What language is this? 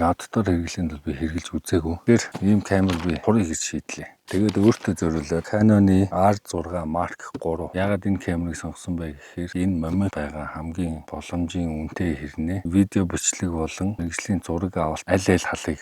Mongolian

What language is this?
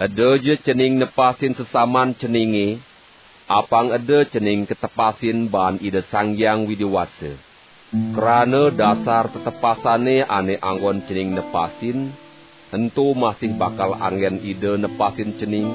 Balinese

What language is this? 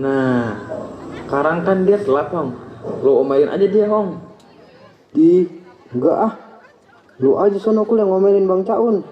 Betawi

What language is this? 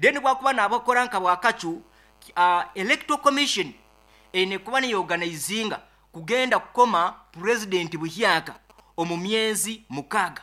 Nyoro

